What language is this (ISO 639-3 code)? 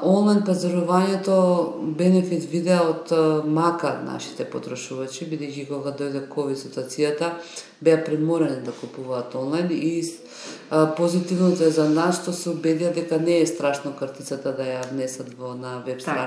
mkd